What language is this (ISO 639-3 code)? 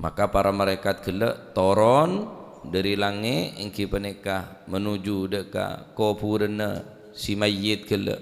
mad